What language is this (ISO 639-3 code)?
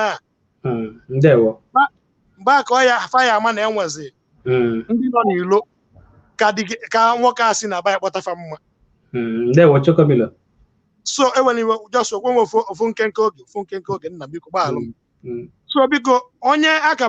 ibo